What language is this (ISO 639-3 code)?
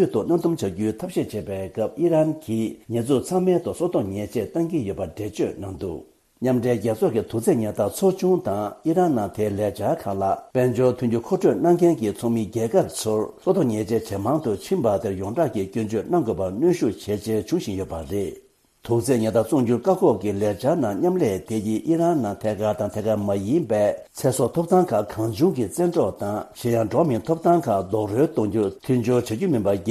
bod